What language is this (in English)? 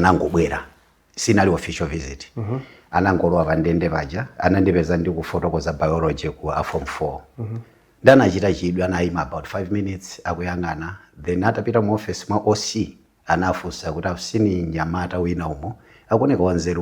Nyanja